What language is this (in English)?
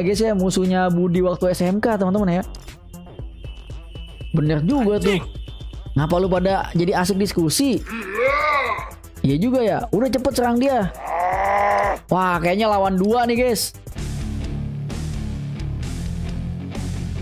Indonesian